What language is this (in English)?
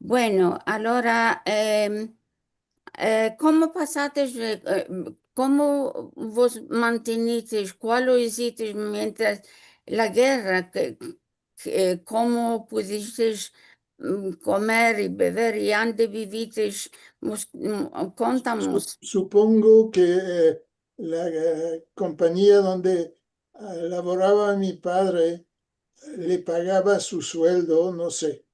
Ladino